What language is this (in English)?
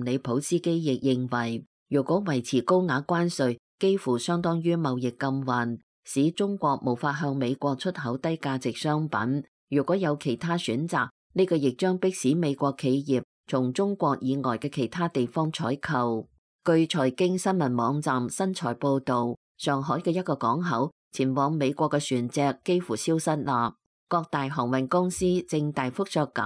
Cantonese